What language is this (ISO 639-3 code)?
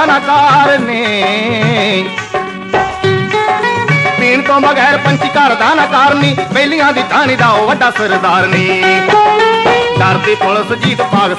pan